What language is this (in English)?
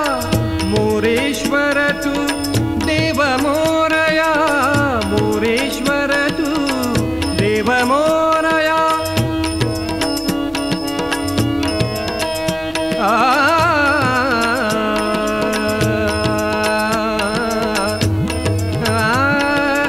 Marathi